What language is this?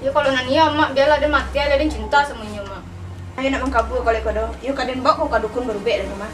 Minangkabau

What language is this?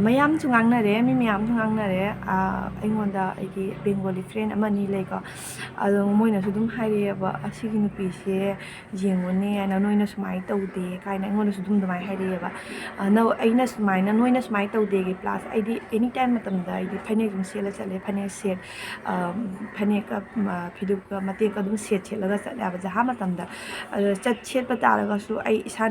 Manipuri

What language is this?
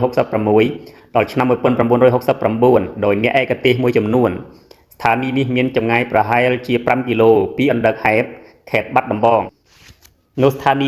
Khmer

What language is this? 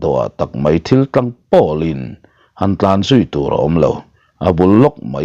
Mizo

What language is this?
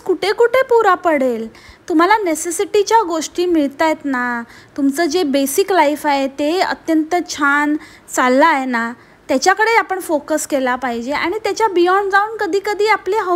Marathi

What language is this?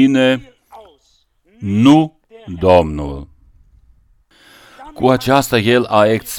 Romanian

